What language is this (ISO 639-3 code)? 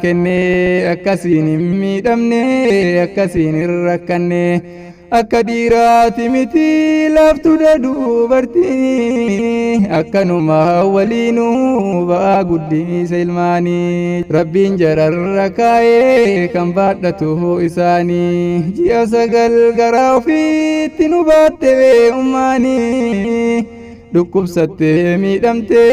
orm